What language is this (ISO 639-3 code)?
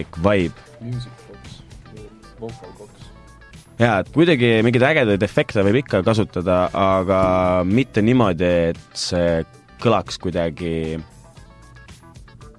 est